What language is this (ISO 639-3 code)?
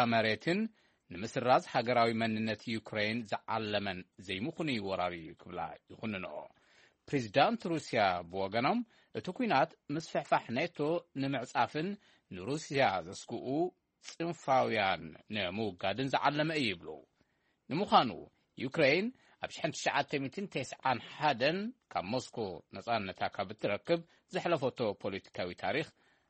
tir